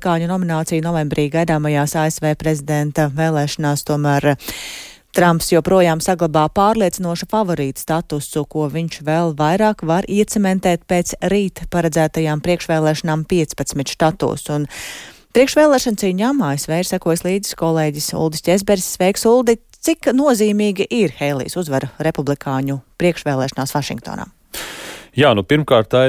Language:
Latvian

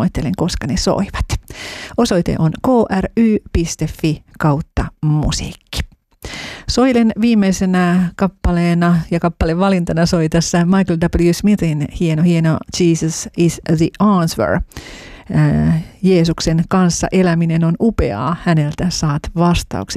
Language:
Finnish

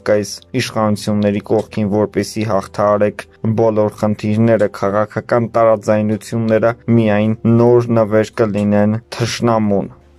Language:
Armenian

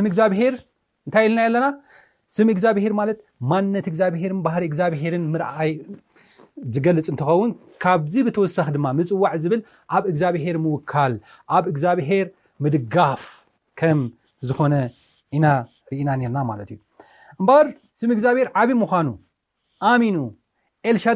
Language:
Tigrinya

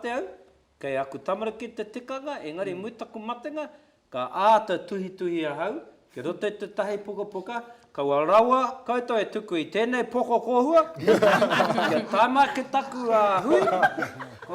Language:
Māori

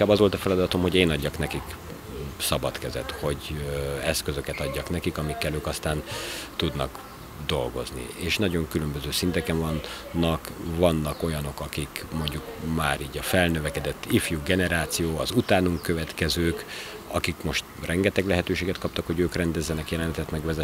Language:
Hungarian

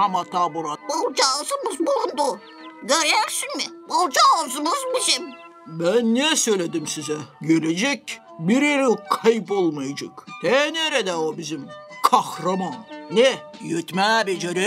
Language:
Gagauz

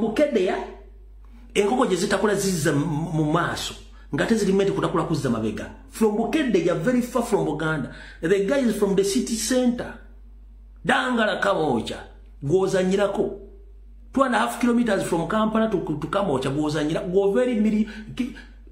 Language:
Ganda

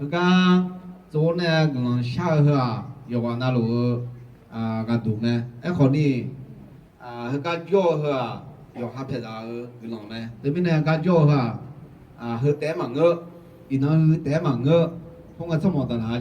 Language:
Akha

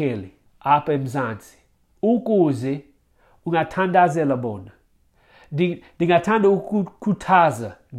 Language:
Xhosa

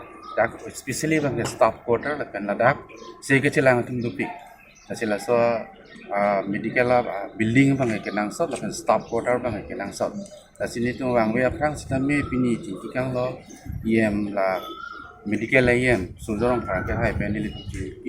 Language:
Karbi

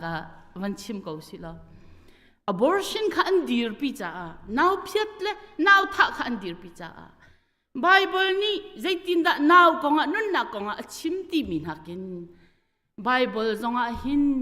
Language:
Hakha Chin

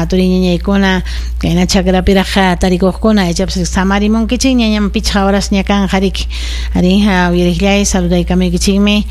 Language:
Ayacucho Quechua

